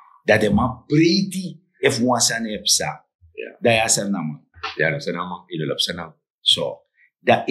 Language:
Sranan Tongo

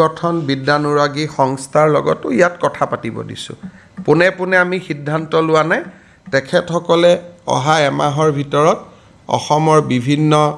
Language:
Assamese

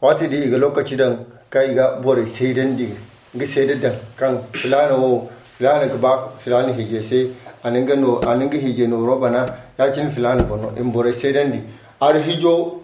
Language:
Zarma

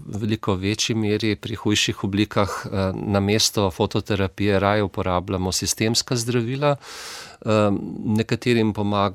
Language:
Slovenian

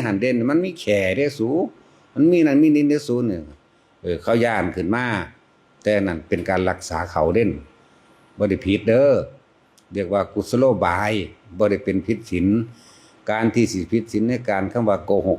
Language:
Lao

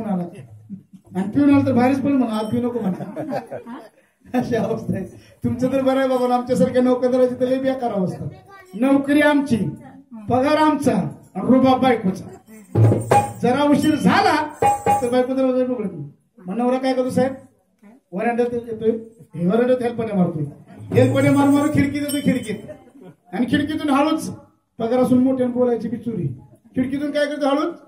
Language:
Marathi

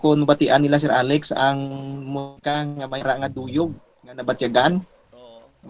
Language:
Hiligaynon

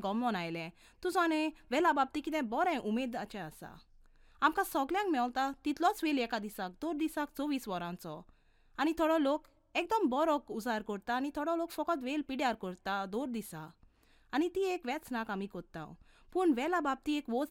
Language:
Konkani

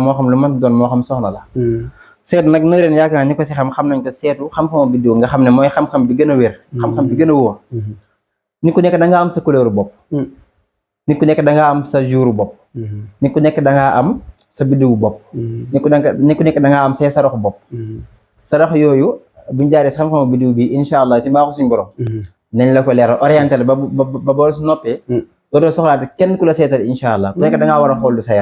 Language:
Wolof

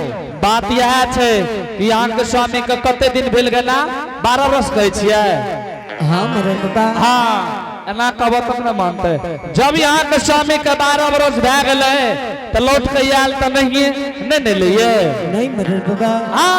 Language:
Angika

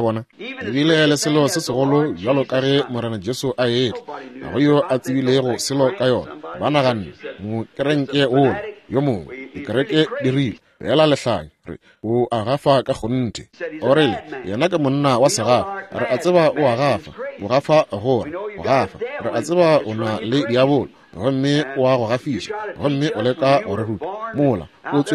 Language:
Northern Sotho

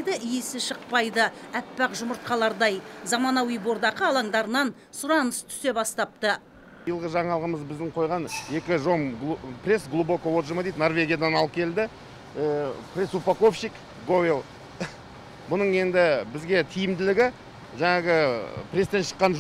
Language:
Kazakh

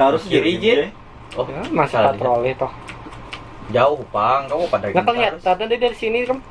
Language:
Banjar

